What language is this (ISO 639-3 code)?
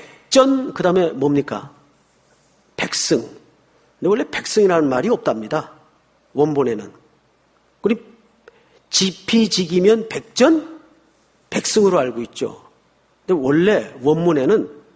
kor